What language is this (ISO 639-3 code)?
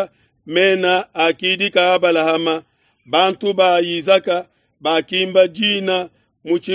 lua